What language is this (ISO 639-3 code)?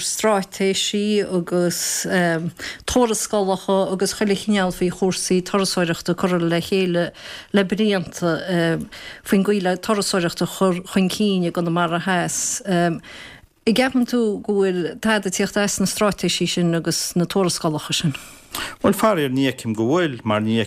gle